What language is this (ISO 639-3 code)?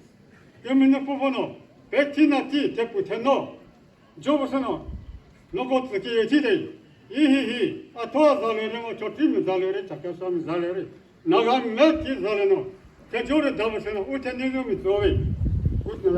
nri